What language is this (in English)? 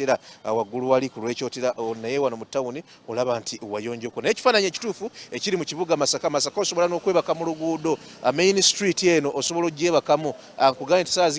Ganda